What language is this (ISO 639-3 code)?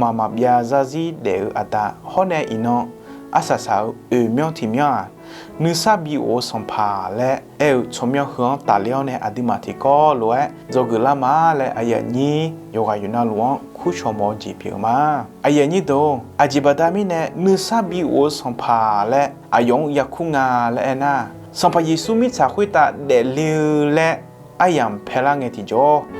ahk